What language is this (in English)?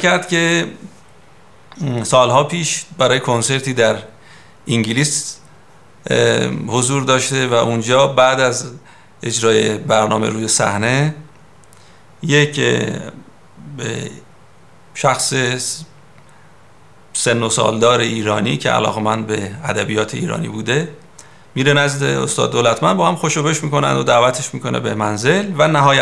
Persian